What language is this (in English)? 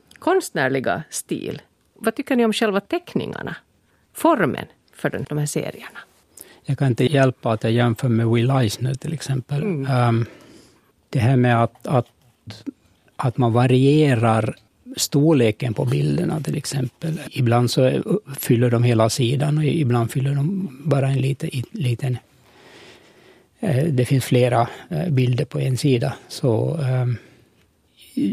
Swedish